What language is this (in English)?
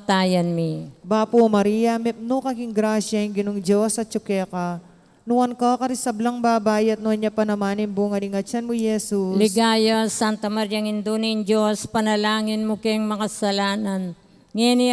Pampanga